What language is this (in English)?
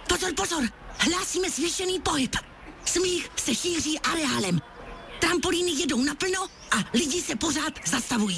Czech